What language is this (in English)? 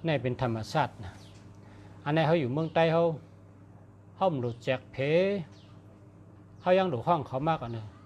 Shan